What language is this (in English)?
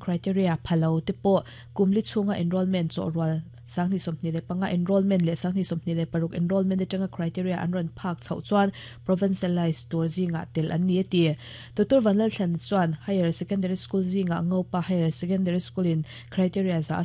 Mizo